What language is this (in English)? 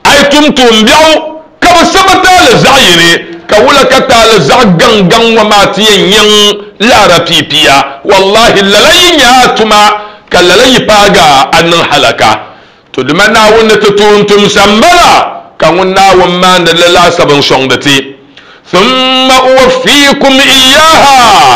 Dagbani